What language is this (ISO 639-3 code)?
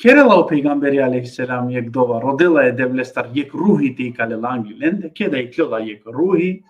rmn